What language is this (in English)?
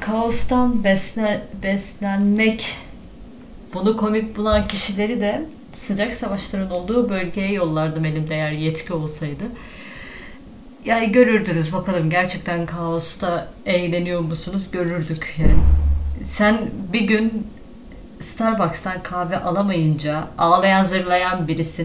Turkish